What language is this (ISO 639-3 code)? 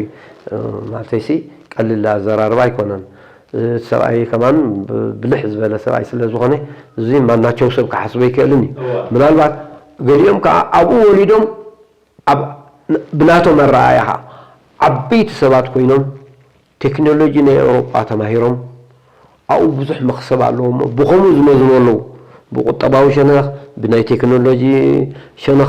tir